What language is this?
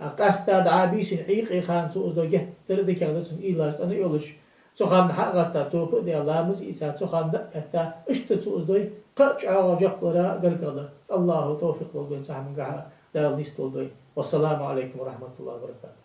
Ingush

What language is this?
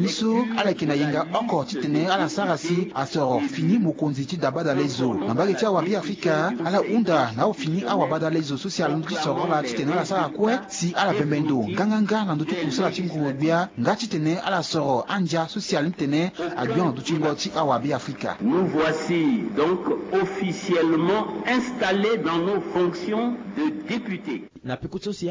Sango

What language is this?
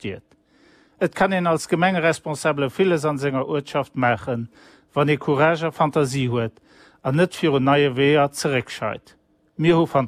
Luxembourgish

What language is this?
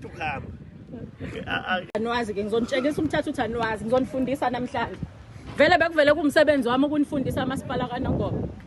Zulu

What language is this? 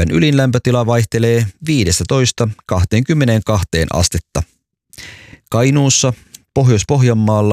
Finnish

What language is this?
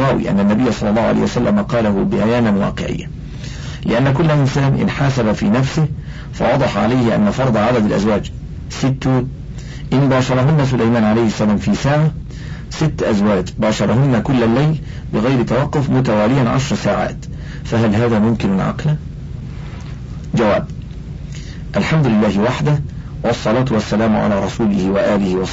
Arabic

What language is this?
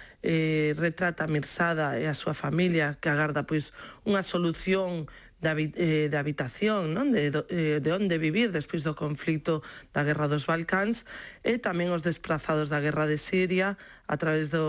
Galician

